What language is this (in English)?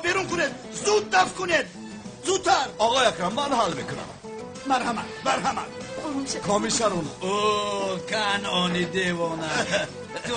Tajik